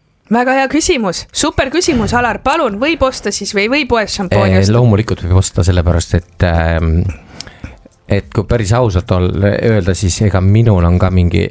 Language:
Estonian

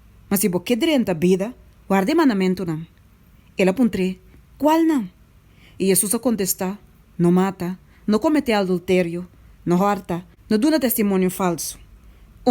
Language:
Papiamento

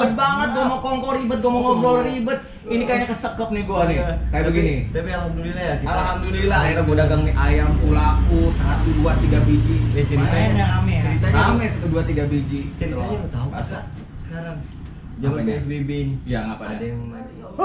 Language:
Betawi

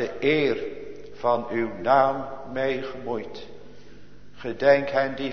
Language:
Dutch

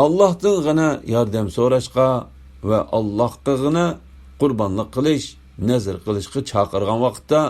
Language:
Uyghur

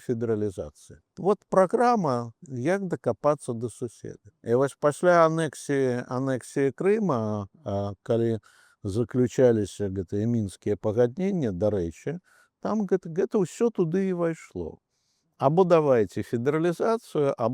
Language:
Belarusian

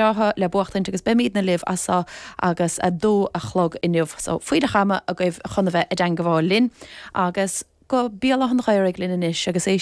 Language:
Irish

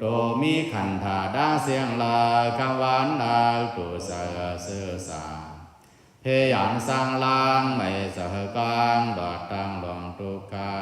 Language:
Shan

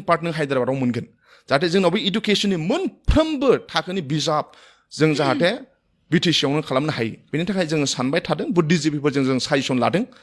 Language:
Bodo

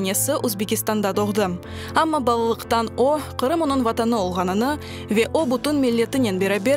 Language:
Crimean Tatar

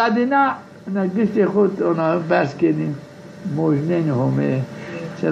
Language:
Zaza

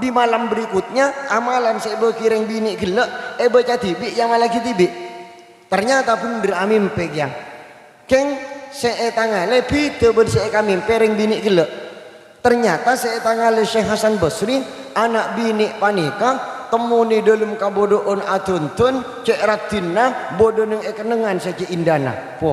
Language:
Madurese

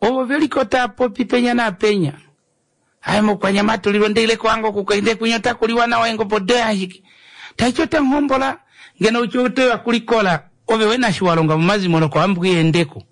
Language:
Kuanyama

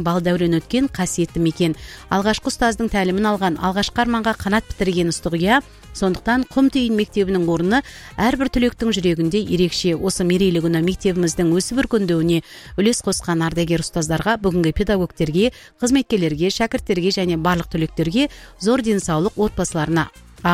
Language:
Kazakh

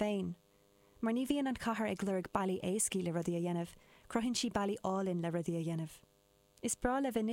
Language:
Irish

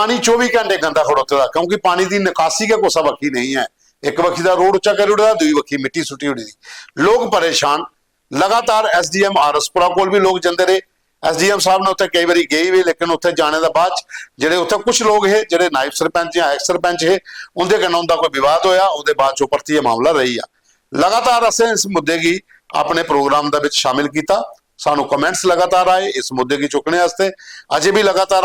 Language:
Dogri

